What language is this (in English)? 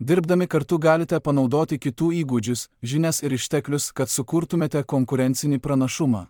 Lithuanian